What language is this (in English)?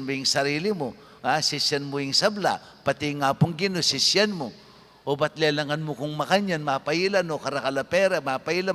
Pampanga